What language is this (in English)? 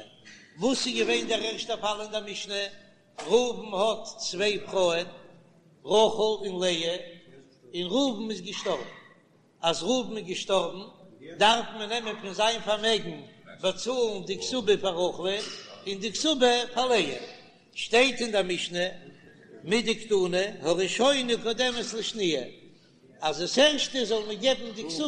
Yiddish